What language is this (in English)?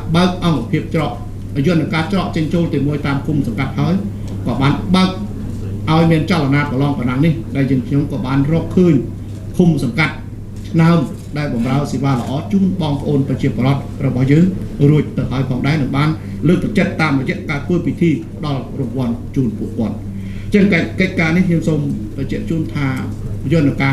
Khmer